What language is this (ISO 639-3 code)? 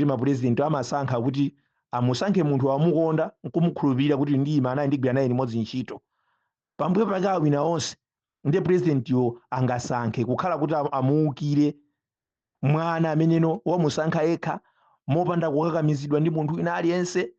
nya